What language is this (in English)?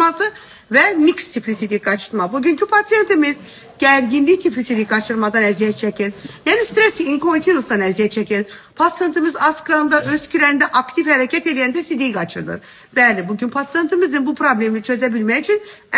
Azerbaijani